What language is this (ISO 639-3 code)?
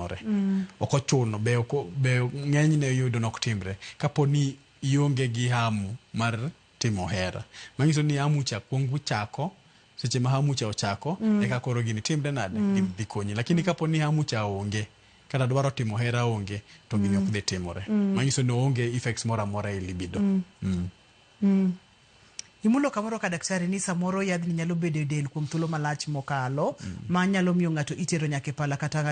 luo